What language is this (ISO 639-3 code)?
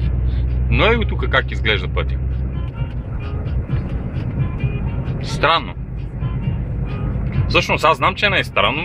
bul